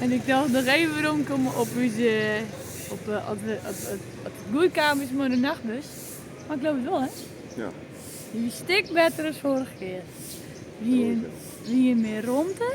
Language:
Western Frisian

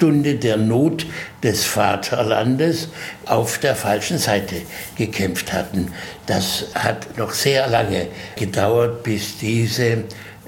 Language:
German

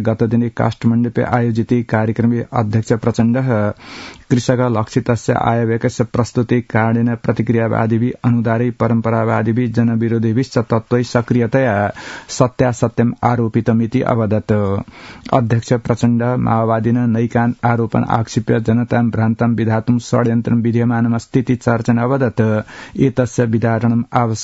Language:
Sanskrit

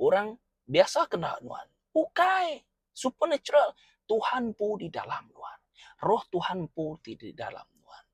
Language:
Iban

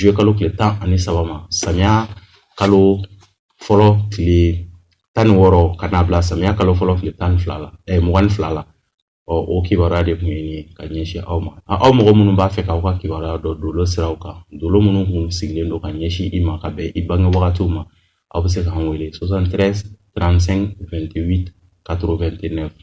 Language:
Bambara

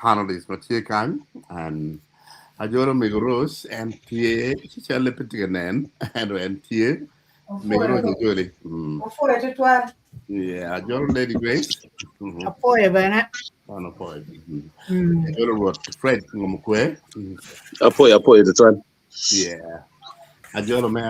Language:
Acoli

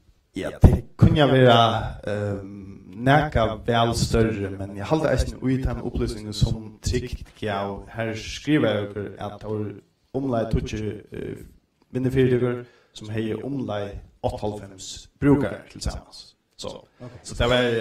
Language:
Faroese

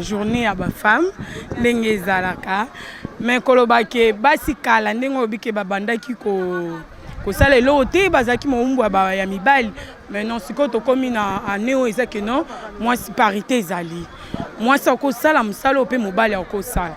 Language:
Lingala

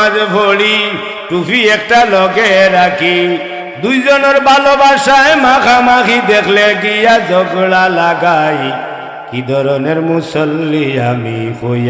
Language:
Sylheti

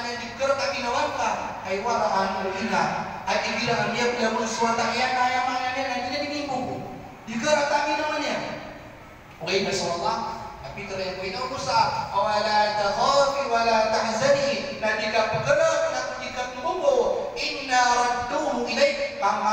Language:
Maranao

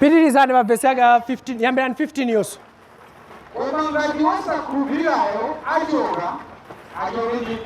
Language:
Nyanja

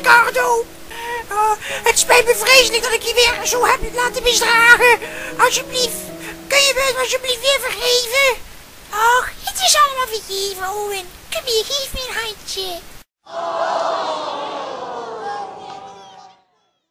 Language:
Dutch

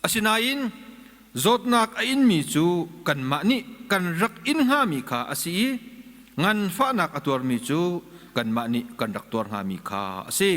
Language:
Hakha Chin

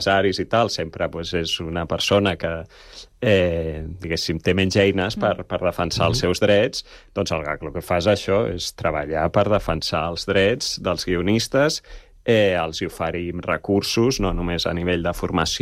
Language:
Catalan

